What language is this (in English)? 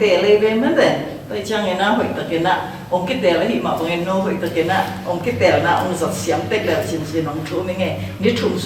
Tedim Chin